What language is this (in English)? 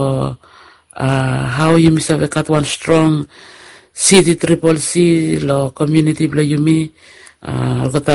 Bislama